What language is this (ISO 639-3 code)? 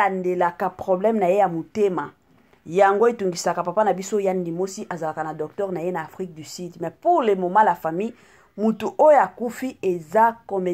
lin